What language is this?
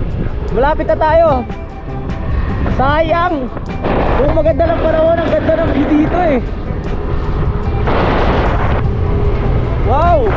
Filipino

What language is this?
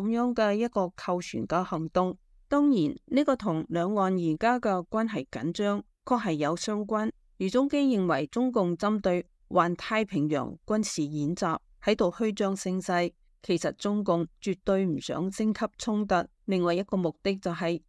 Cantonese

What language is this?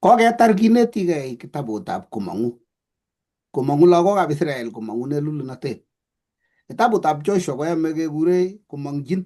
Kalenjin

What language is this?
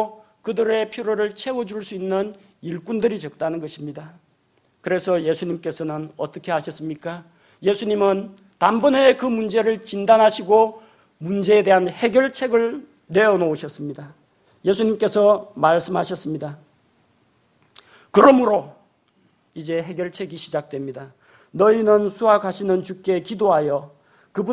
Korean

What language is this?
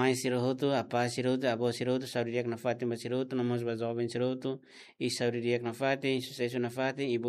Tetum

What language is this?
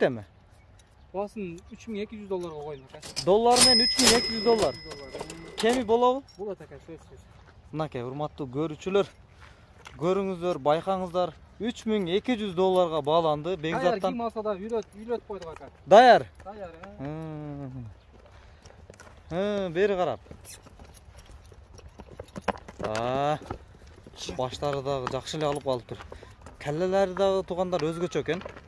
Kyrgyz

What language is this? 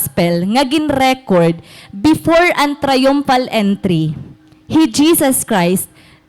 Waray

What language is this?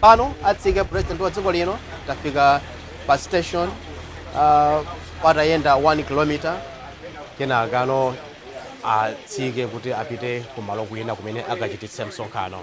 Nyanja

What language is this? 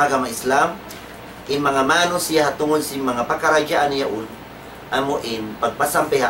Tausug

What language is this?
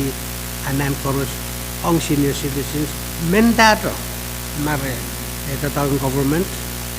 Pohnpeian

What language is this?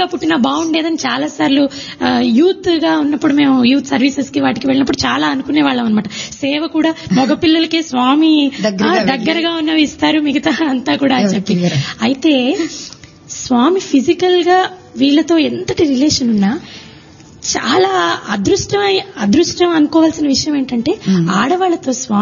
Telugu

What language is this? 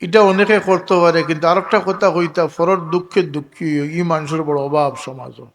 Sylheti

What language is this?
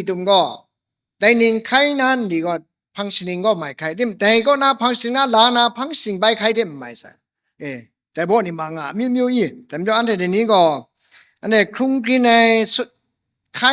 Kachin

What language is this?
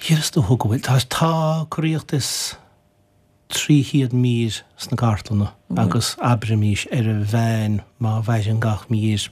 Irish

